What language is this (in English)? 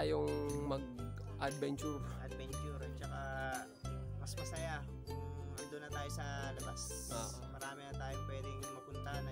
Filipino